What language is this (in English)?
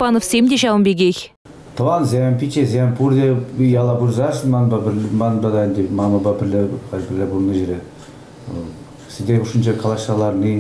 Chuvash